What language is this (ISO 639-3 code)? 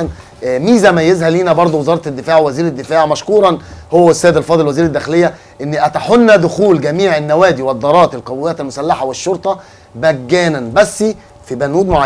arz